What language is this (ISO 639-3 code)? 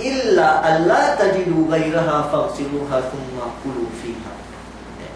yka